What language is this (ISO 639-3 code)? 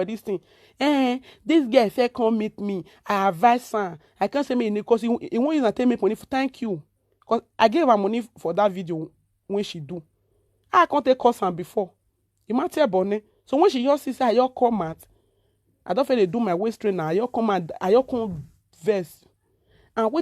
pcm